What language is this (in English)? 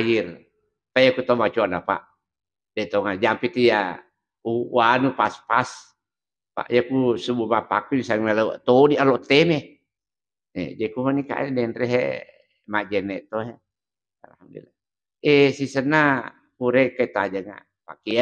Buginese